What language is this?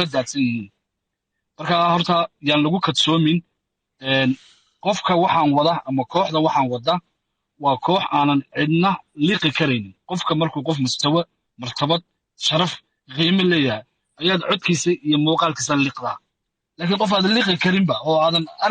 Somali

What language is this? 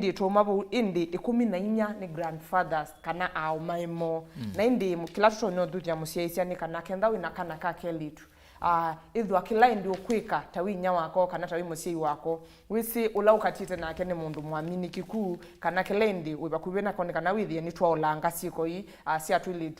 Kamba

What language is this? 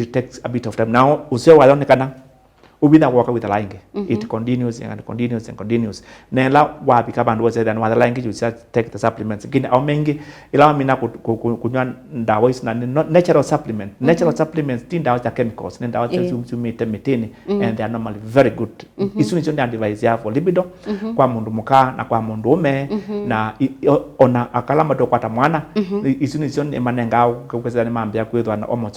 Kamba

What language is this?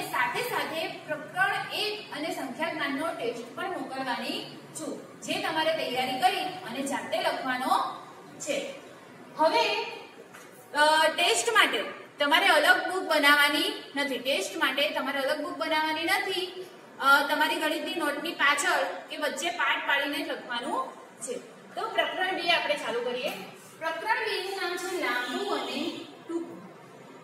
Gujarati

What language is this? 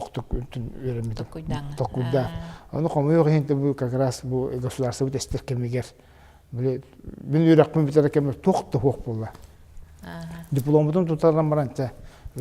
Yakut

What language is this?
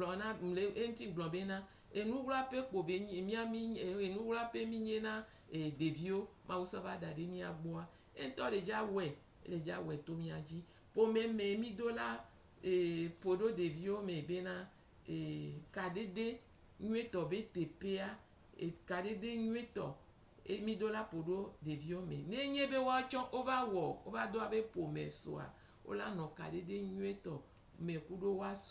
Gen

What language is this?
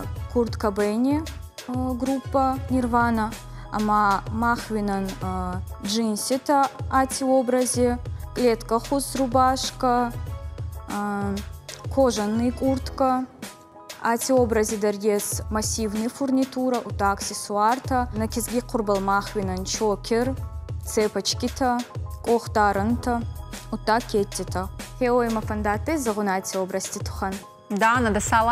Ossetic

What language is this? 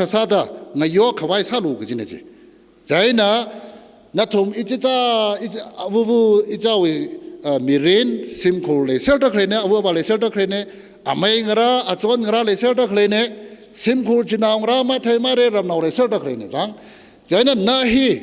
Tangkhul Naga (India)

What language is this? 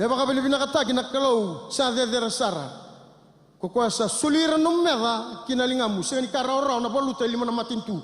Fijian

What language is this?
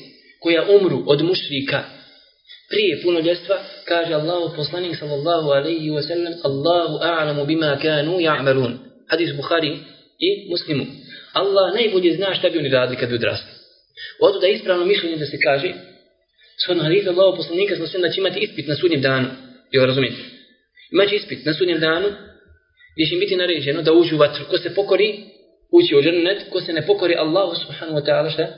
Bosnian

